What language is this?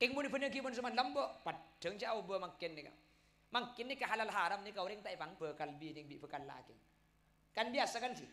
Madurese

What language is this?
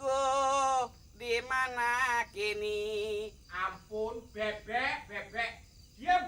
Betawi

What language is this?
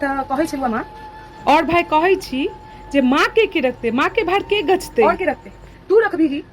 Maithili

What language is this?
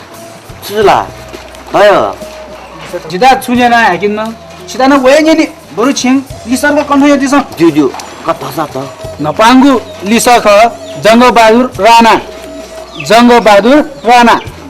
Newari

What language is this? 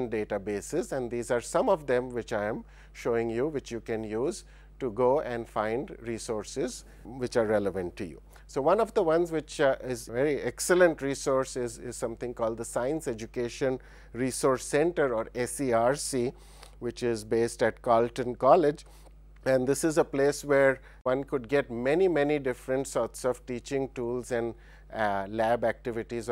English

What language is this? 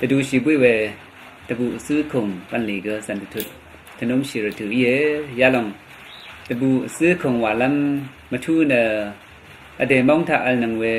Rawang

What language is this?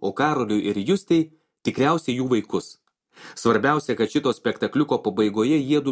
Lithuanian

